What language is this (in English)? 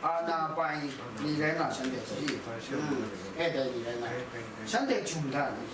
Kachin